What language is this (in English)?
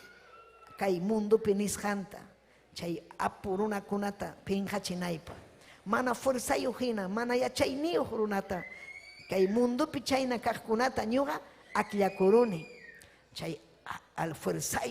Ayacucho Quechua